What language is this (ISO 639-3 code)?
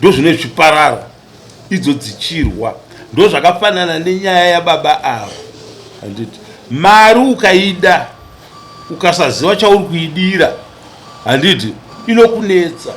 sna